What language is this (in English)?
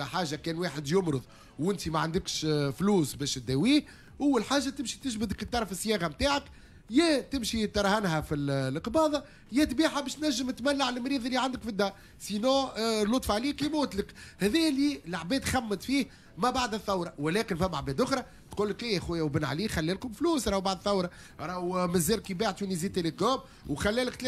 Tunisian Arabic